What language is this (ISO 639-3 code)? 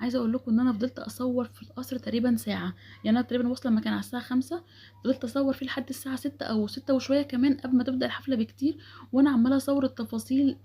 arz